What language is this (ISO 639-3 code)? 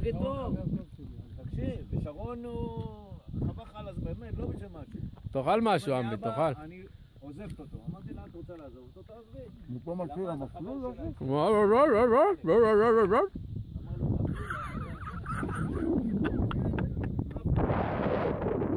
heb